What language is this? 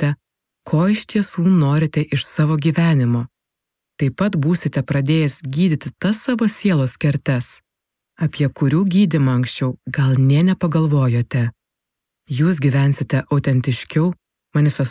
Lithuanian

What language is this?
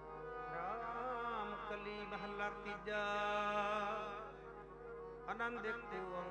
Punjabi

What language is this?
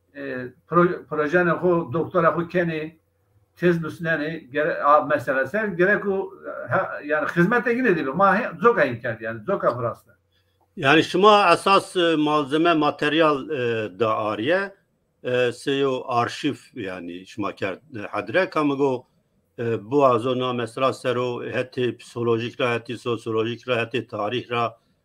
Zaza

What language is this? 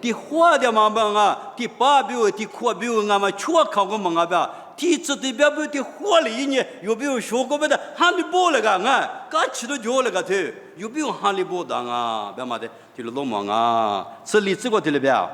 Lisu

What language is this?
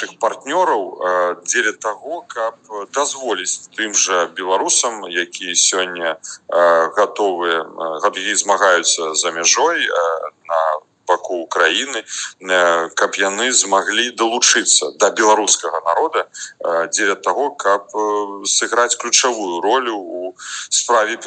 Belarusian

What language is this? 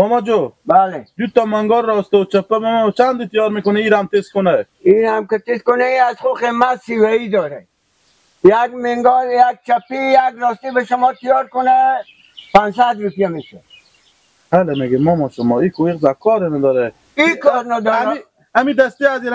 Persian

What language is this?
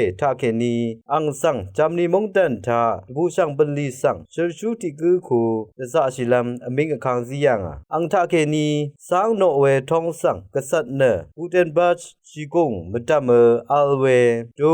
Rawang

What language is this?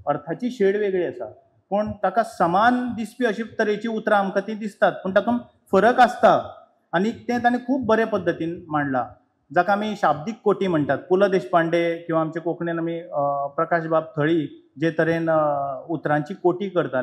Konkani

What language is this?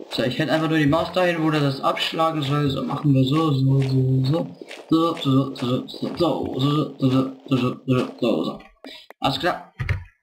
German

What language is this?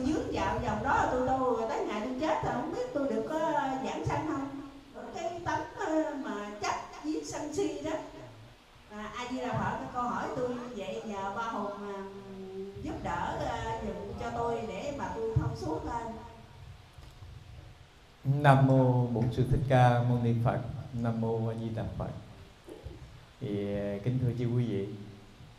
Vietnamese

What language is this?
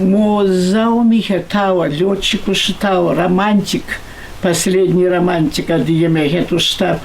Kabardian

